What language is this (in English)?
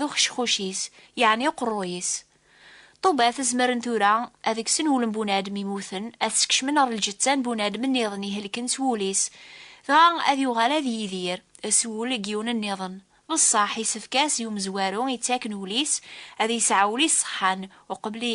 Kabyle